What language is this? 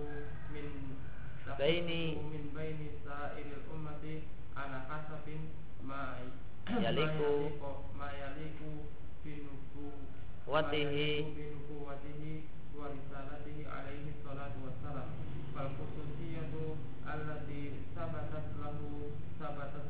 Indonesian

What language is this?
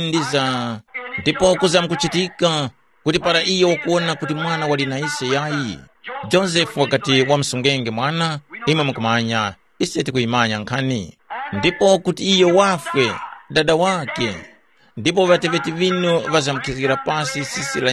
Tumbuka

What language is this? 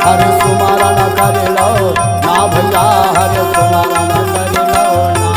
Chhattisgarhi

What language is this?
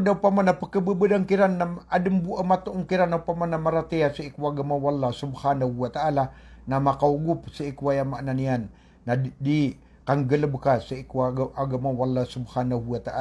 Maranao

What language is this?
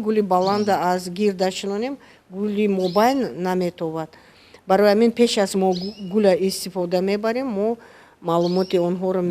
Tajik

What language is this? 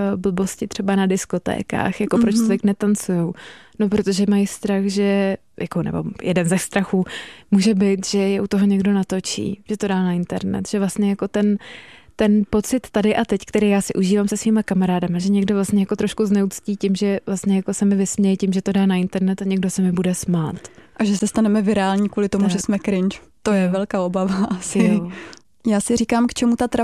Czech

